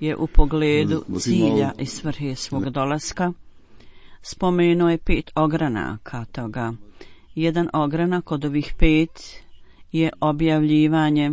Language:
Bosnian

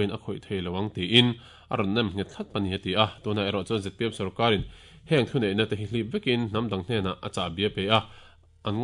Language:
Mizo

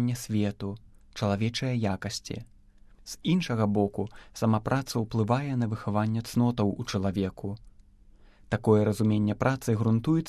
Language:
Belarusian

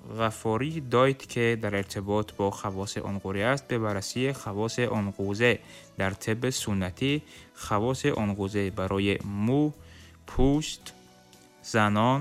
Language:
Tajik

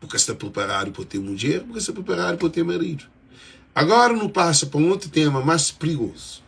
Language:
Kabuverdianu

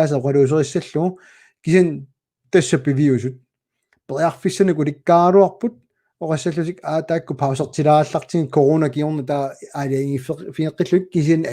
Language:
Kalaallisut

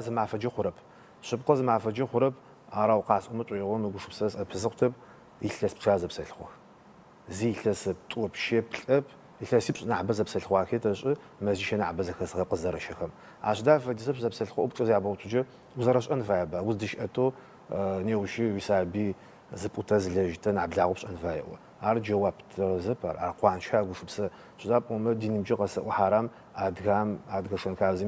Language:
Adyghe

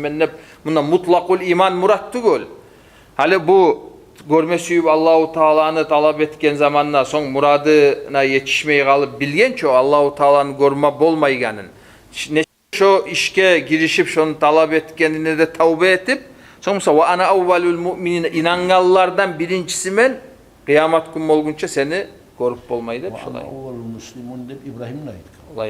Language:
Kumyk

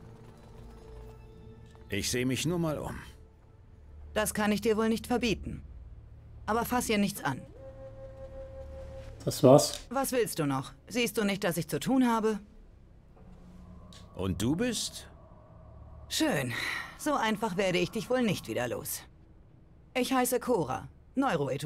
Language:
German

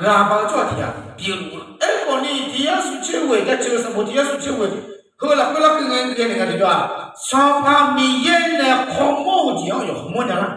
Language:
Akha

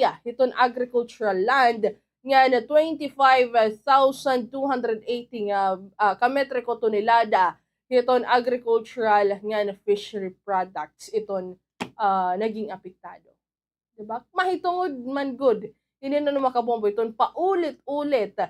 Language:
Waray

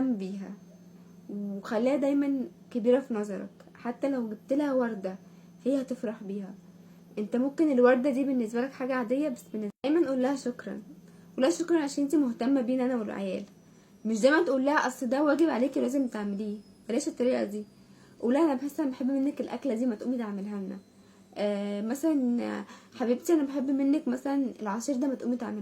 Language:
Egyptian Arabic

